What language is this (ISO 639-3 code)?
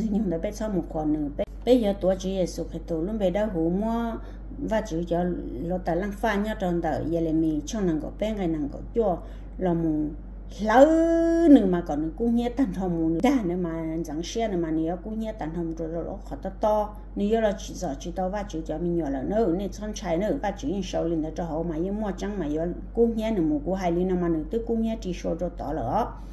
hmn